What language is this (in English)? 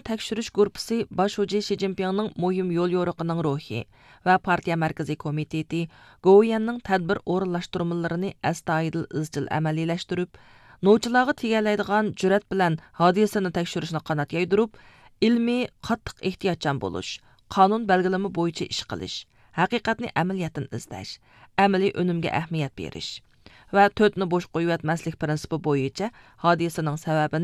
Uyghur